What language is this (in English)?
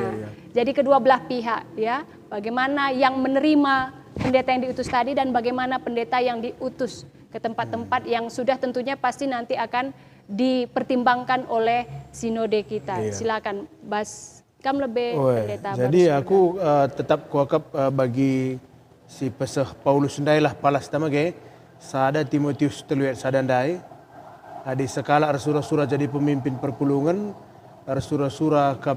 Batak Karo